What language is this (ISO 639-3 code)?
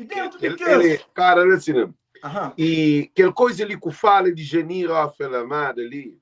kea